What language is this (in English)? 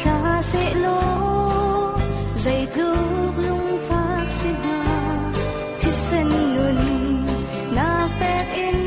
Hakha Chin